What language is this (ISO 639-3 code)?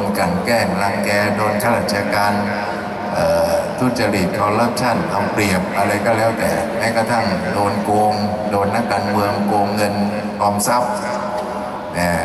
tha